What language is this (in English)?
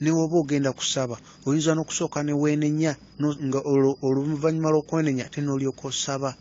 Ganda